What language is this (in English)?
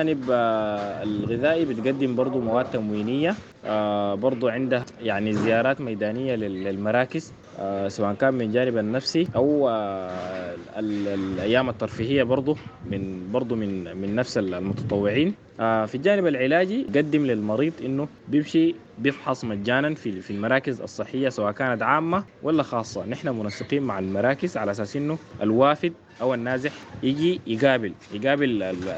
Sudanese Arabic